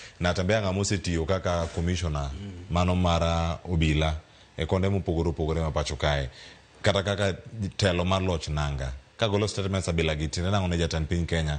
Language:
Luo (Kenya and Tanzania)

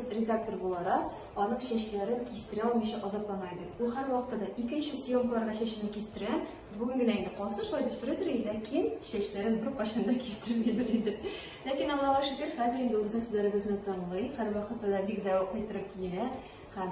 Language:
Tatar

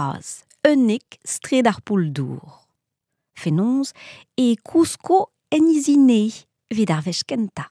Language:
Breton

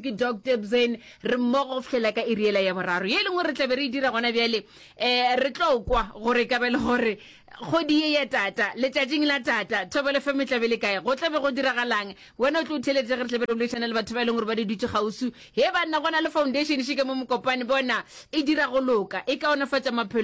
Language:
Northern Sotho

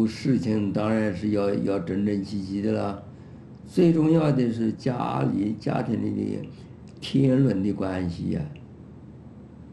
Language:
Chinese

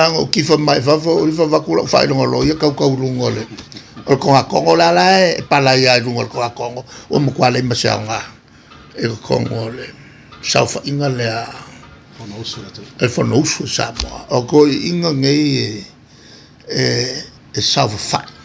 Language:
Samoan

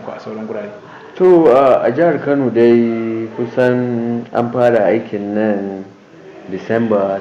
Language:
Hausa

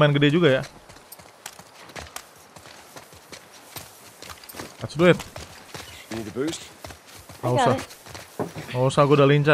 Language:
Indonesian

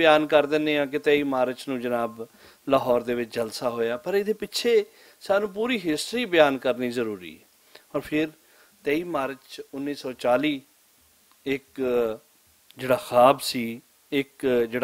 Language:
Western Panjabi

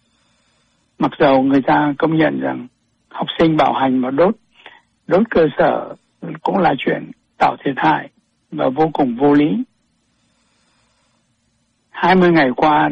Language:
Vietnamese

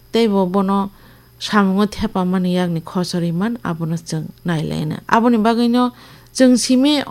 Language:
Kok Borok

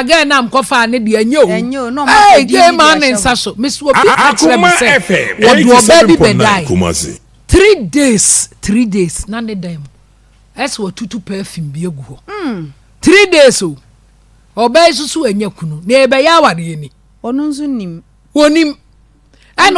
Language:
Akan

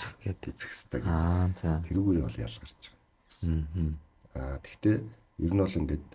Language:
Mongolian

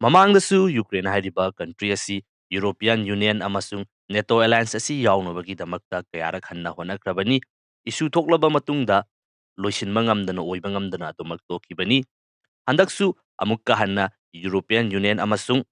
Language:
Manipuri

